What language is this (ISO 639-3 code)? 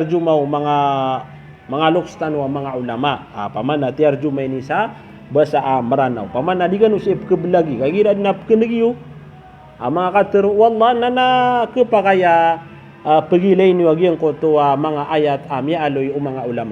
mrw